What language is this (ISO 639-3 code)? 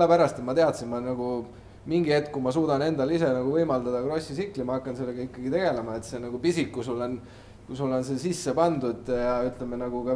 est